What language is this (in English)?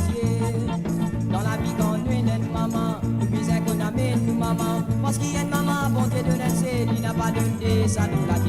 Morisyen